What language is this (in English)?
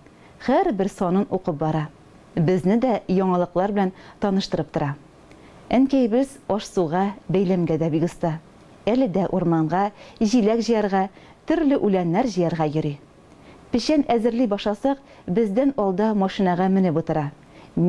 Tatar